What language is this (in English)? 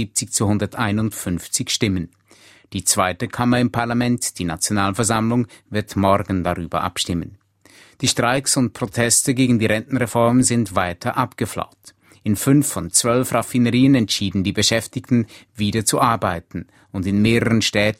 German